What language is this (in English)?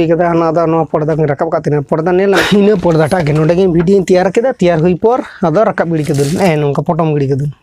Santali